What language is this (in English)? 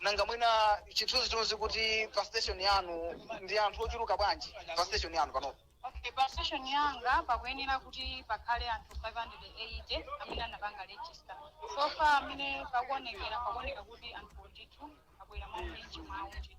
Nyanja